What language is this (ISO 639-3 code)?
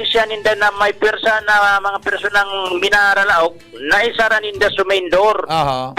bik